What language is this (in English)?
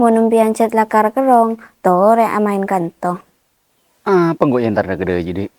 Madurese